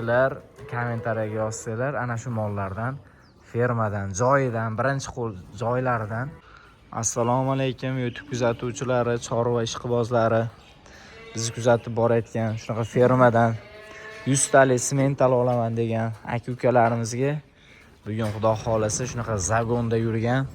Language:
Uzbek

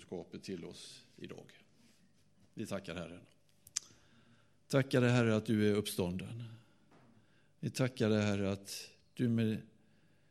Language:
Swedish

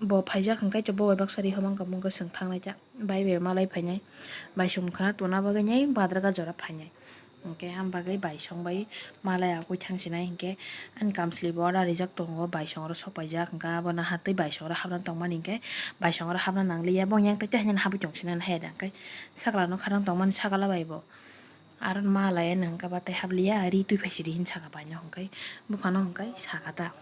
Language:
Kok Borok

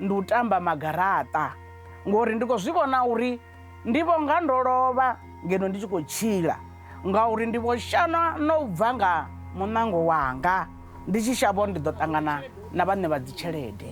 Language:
Venda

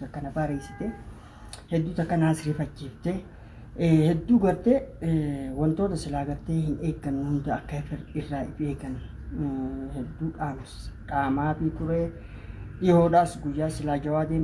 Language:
Oromo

